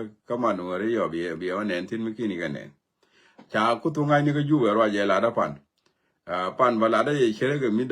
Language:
Nuer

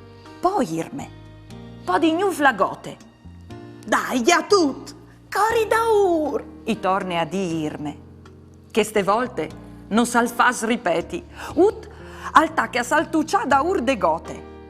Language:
Friulian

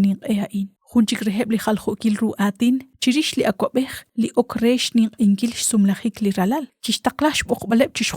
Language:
Kekchí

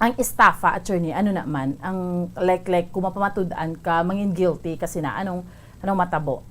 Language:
Hiligaynon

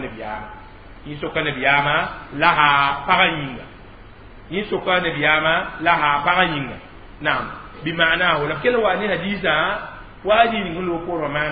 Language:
Mossi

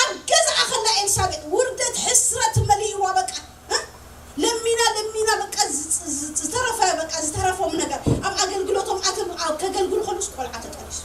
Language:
Tigrinya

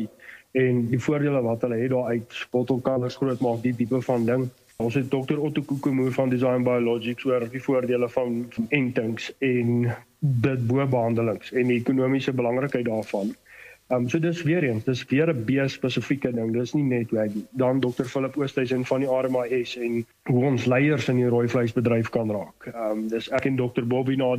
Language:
Afrikaans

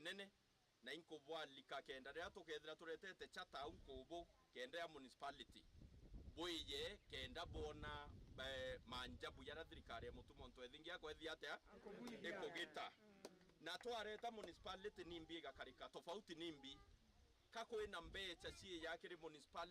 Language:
Meru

